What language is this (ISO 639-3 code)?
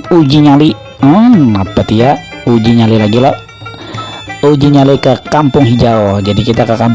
bjn